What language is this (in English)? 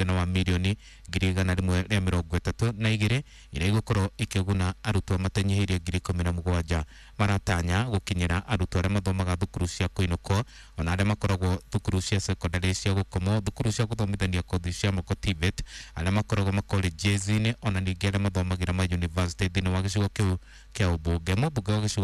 Kikuyu